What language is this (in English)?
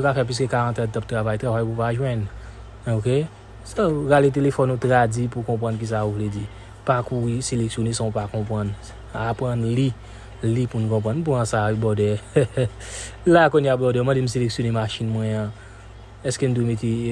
Haitian Creole